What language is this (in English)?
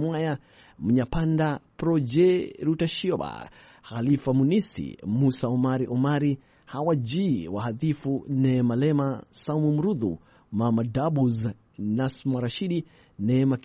Swahili